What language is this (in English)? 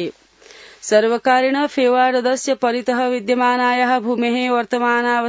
Sanskrit